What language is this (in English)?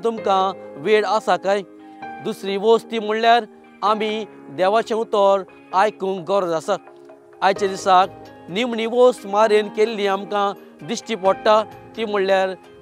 Konkani